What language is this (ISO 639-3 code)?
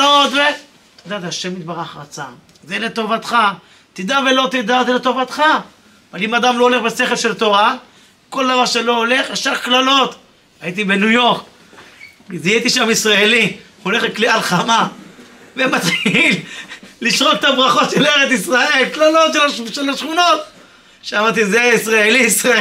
heb